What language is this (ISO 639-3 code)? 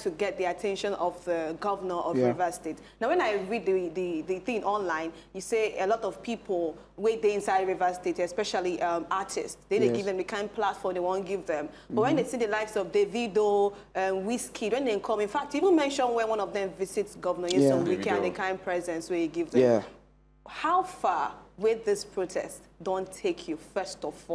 pcm